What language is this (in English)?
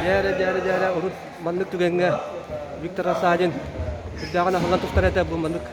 Yakut